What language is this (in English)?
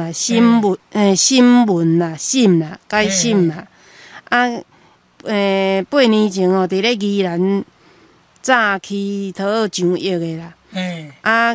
Min Nan Chinese